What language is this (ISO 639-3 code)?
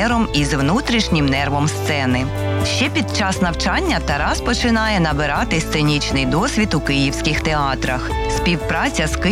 ukr